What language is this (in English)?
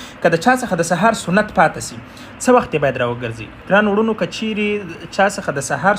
Pashto